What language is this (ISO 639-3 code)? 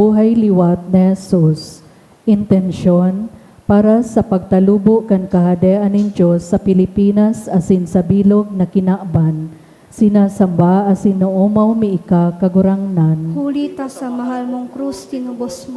bik